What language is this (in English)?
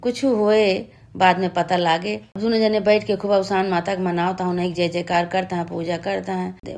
Awadhi